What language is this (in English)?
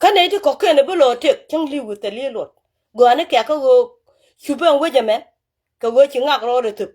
Nuer